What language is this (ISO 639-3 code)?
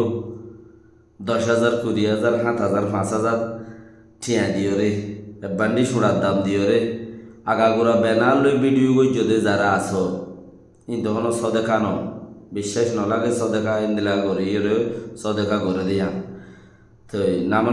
rhg